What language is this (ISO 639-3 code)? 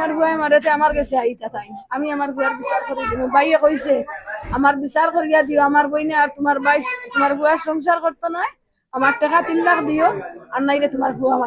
syl